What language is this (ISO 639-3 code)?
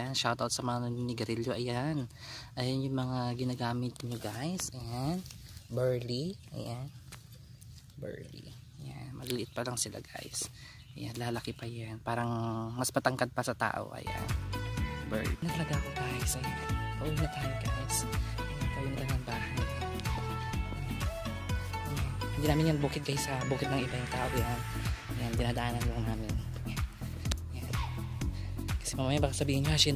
fil